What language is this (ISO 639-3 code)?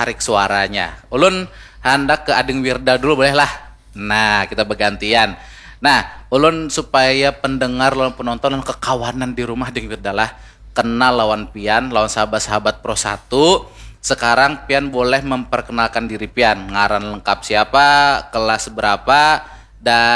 bjn